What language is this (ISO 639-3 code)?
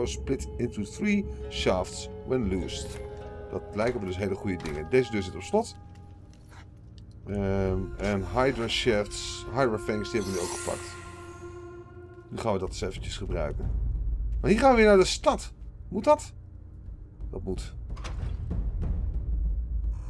nld